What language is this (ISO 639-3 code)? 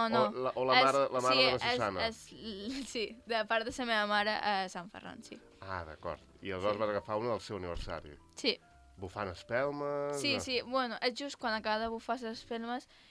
cat